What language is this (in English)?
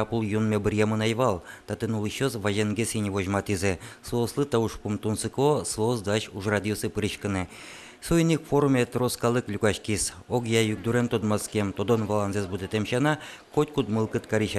Udmurt